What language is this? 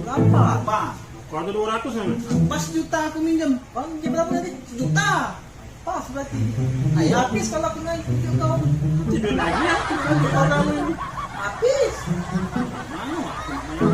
Musi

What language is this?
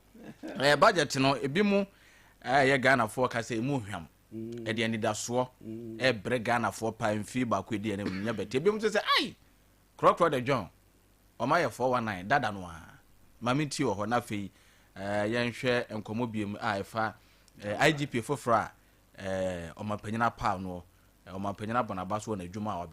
Akan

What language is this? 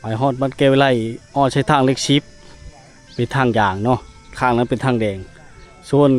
Lao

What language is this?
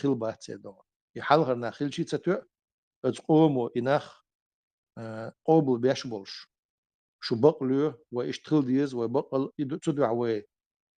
Chechen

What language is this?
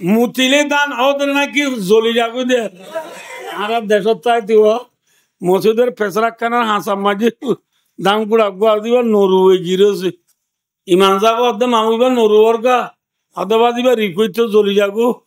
Rohingya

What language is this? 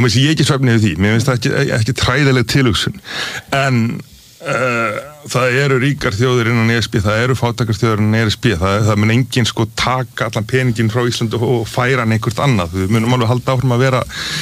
Icelandic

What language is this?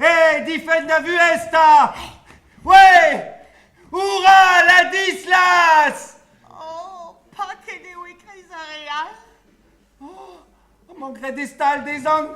Breton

